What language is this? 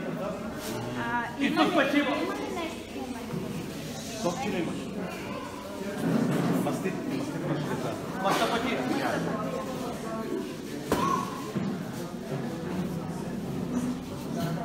Bulgarian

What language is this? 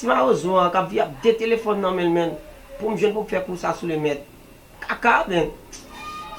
Haitian Creole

